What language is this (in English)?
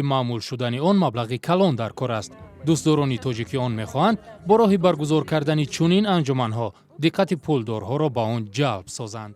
Tajik